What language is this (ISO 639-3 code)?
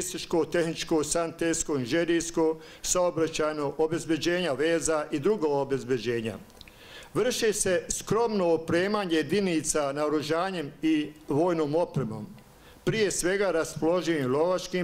bos